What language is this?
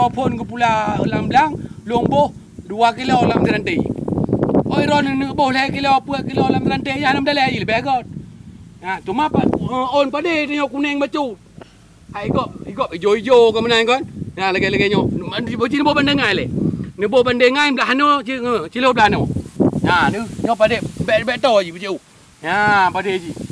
Achinese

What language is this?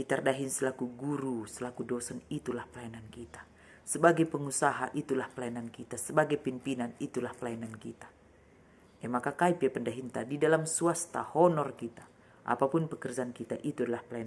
Batak Karo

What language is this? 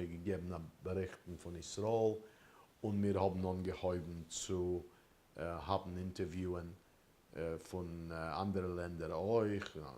Yiddish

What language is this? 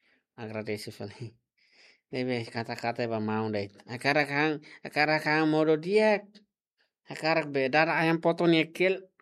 Tetum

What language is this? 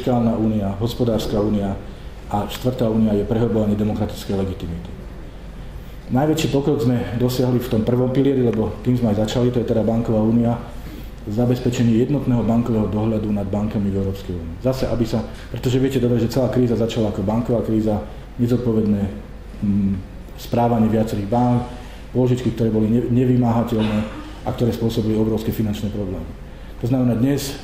Slovak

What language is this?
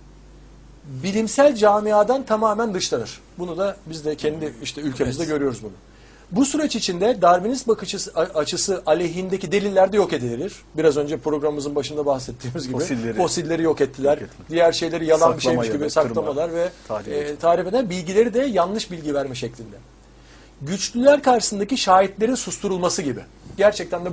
Turkish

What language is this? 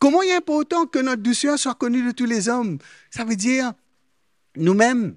Morisyen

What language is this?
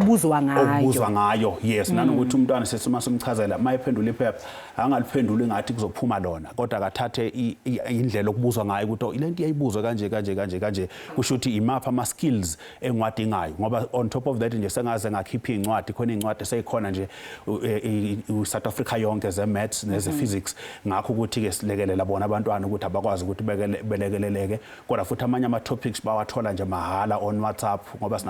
Zulu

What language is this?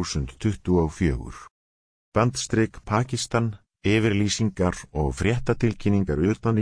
Icelandic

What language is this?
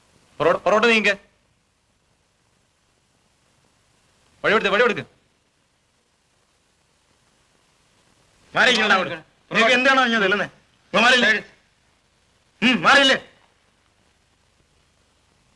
Malayalam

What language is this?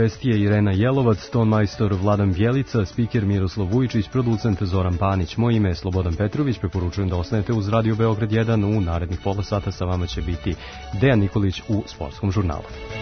Serbian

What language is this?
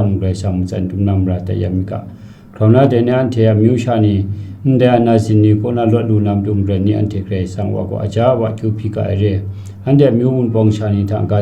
Kachin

